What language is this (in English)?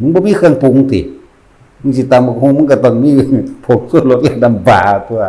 Northeastern Thai